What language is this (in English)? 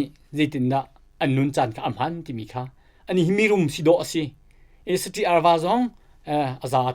Hakha Chin